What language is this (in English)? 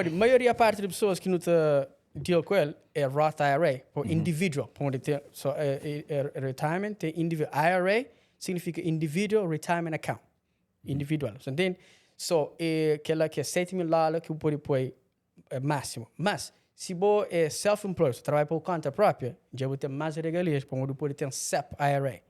Kabuverdianu